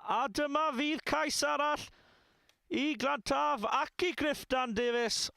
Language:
Welsh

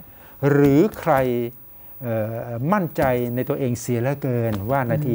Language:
Thai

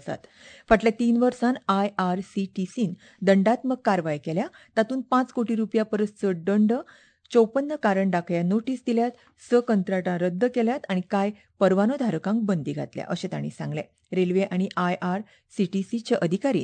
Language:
Konkani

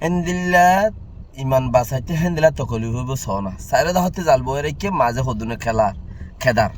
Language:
Rohingya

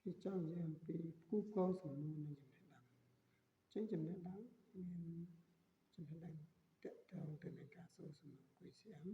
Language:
Khmer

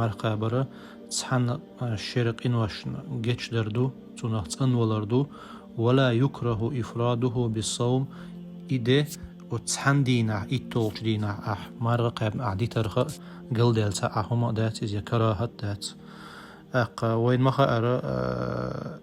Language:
Chechen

